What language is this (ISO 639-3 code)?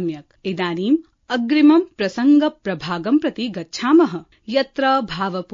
san